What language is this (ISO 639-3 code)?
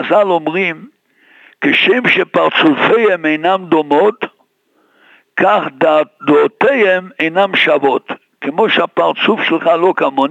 heb